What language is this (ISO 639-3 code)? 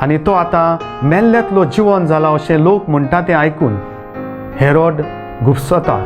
kok